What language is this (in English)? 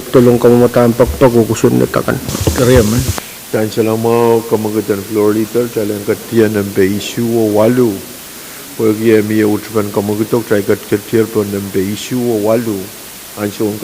Pohnpeian